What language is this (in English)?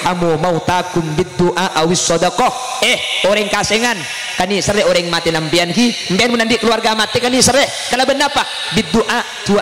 Madurese